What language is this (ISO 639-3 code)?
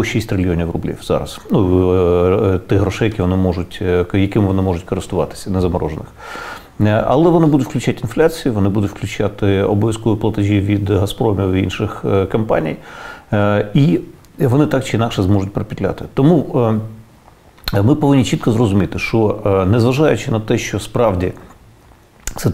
ukr